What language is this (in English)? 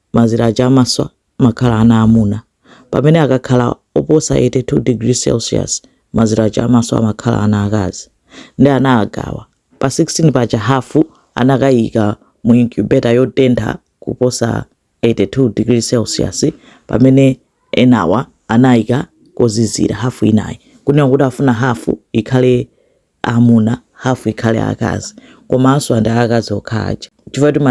Nyanja